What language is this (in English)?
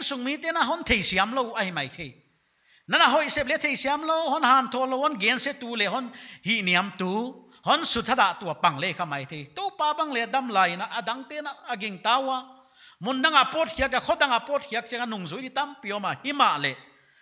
Paite Chin